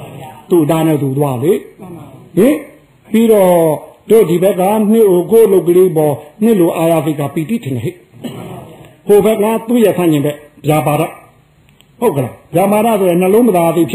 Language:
Burmese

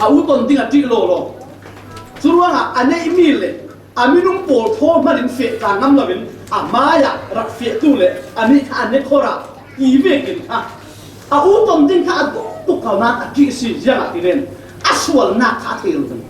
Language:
Falam Chin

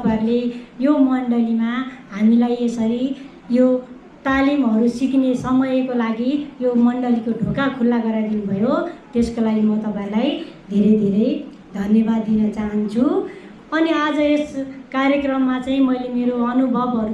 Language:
Nepali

